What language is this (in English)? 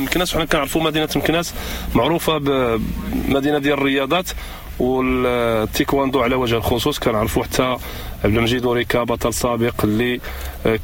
Moroccan Arabic